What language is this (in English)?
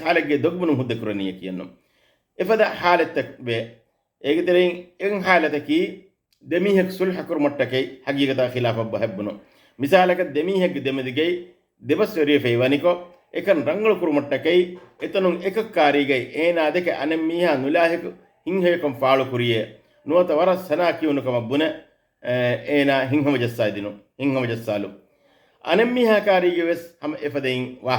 Divehi